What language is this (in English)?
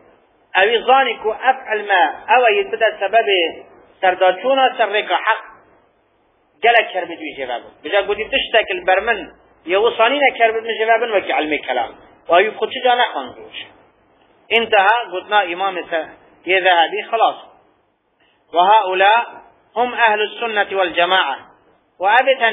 Kurdish